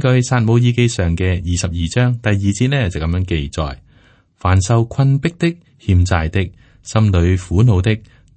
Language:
Cantonese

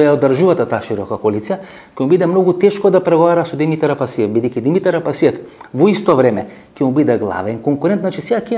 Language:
Macedonian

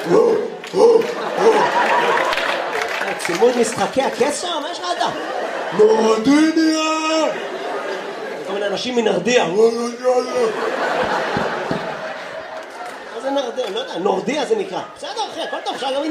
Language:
Hebrew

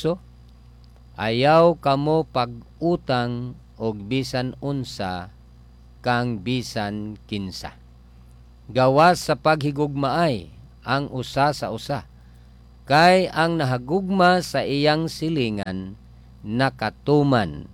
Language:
Cebuano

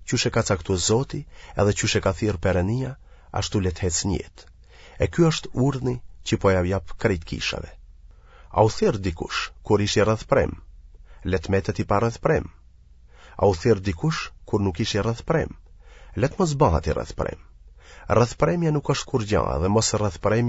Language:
Albanian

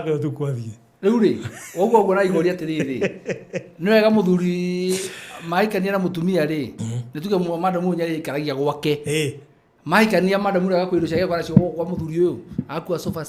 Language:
Kikuyu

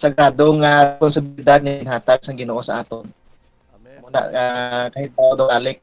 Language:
Hiligaynon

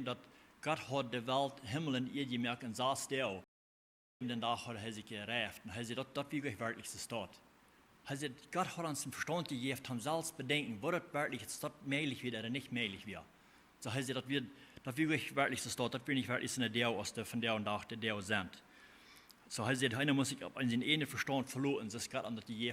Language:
Plautdietsch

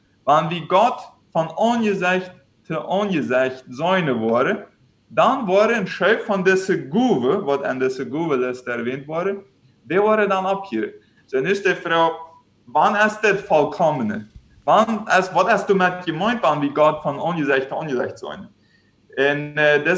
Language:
Plautdietsch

